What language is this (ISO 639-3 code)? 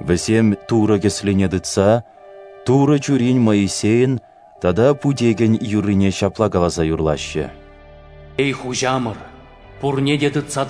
chv